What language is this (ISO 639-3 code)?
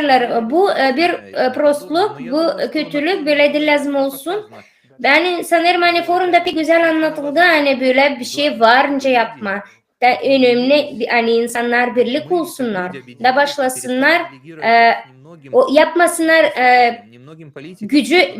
gag